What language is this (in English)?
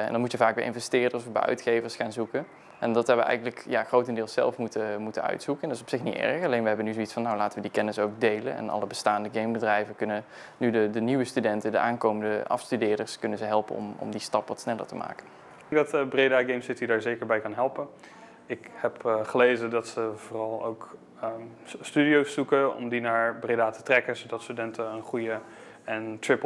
Dutch